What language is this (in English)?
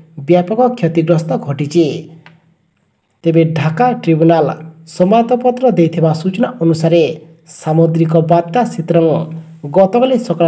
Odia